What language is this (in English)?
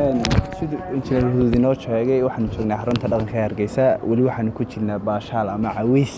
Somali